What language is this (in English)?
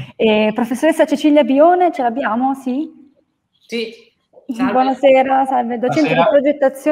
Italian